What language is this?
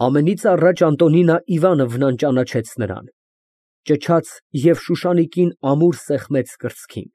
Armenian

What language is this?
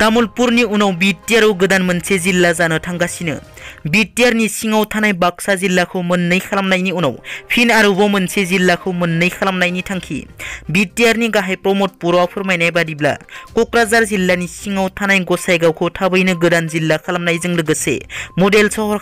Bodo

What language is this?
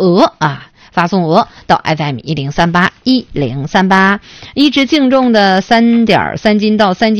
Chinese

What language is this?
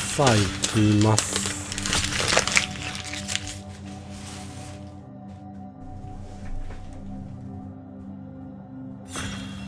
Japanese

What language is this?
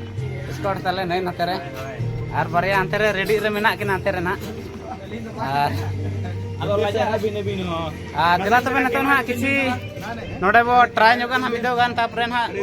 Santali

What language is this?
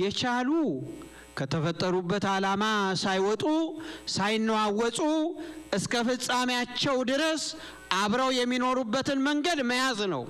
Amharic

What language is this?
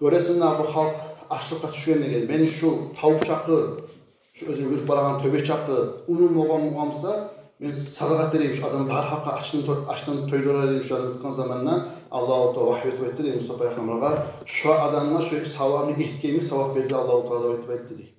Kumyk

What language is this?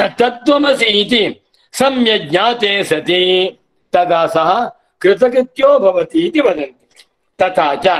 Sanskrit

